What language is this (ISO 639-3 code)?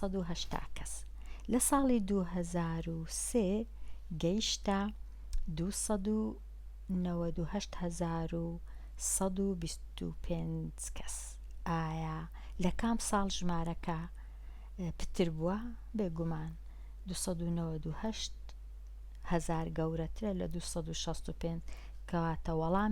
ckb